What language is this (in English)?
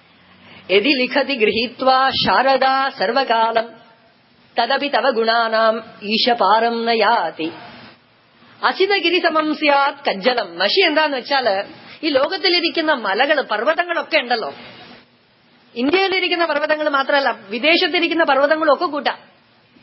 Malayalam